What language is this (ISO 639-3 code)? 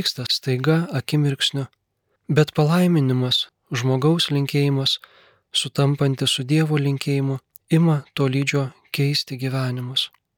lit